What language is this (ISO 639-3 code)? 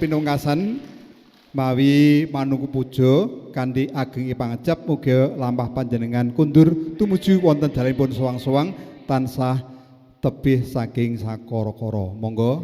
jav